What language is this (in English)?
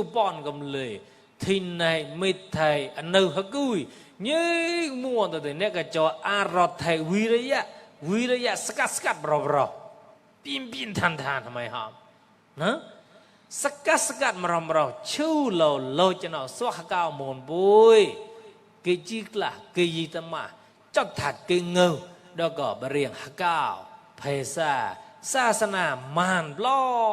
Mon